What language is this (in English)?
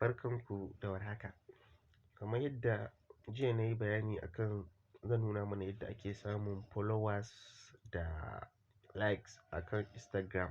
Hausa